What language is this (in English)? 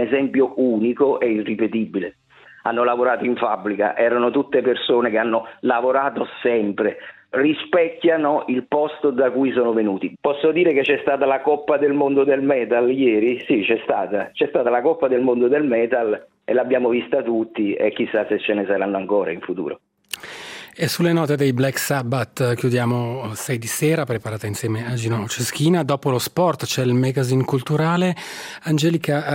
Italian